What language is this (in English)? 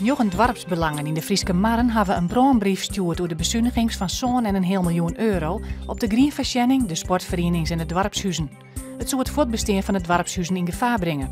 Western Frisian